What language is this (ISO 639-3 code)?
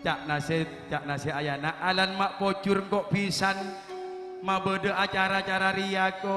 mad